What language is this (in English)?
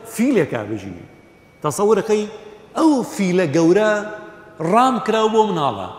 Central Kurdish